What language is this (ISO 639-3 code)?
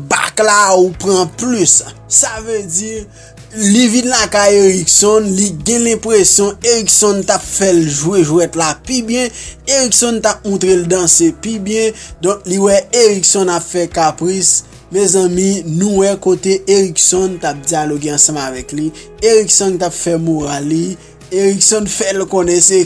hat